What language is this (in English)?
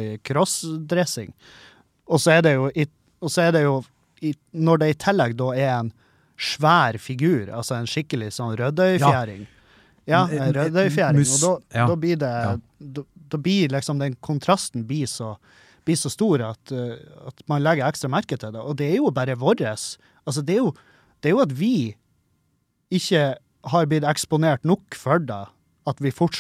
Norwegian